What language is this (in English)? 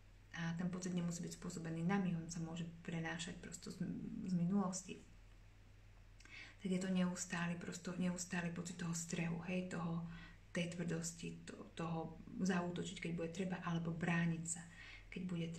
Slovak